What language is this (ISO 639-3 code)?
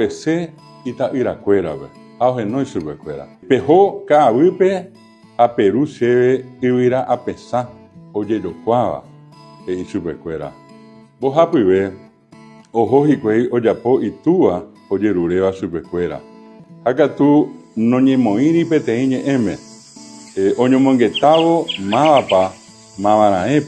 grn